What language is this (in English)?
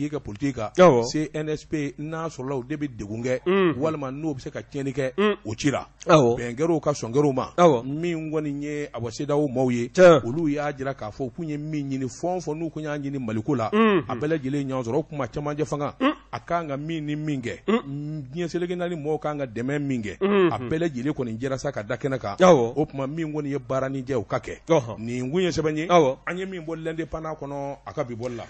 Bambara